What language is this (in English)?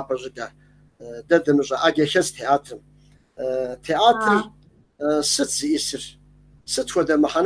Kabardian